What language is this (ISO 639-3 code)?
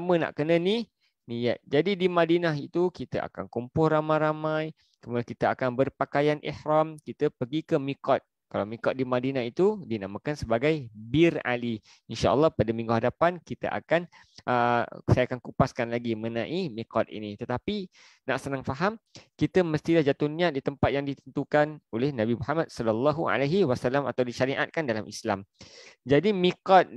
msa